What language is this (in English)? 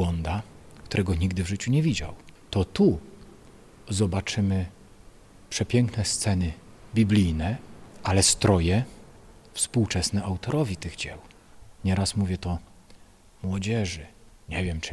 Polish